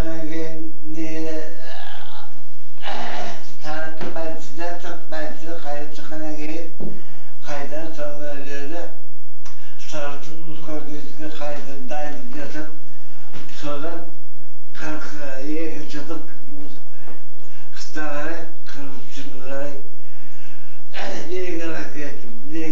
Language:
Kazakh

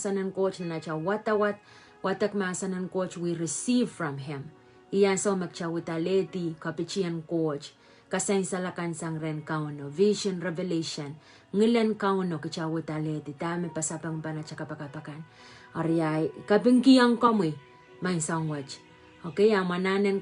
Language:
Pohnpeian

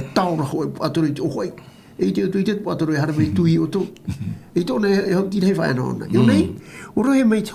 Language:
Tahitian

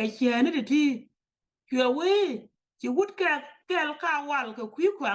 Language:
Nuer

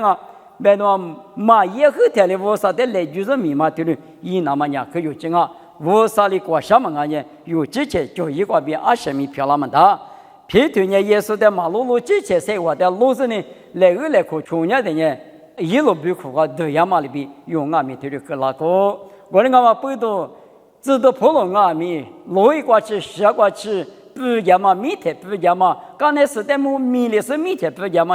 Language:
Lisu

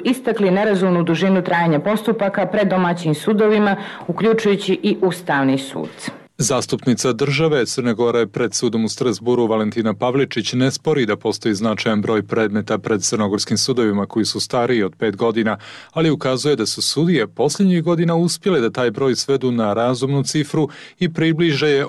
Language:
Serbian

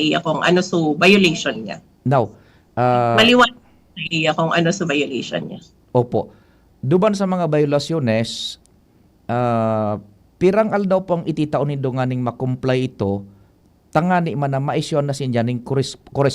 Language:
Bikol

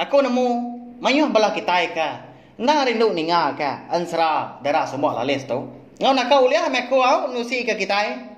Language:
Iban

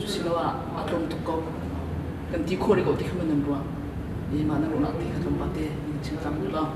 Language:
Hakha Chin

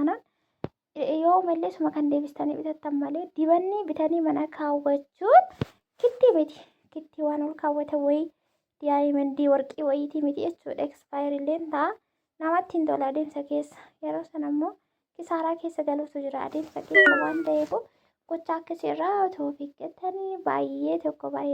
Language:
Oromo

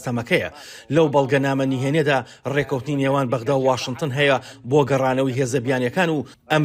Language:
Central Kurdish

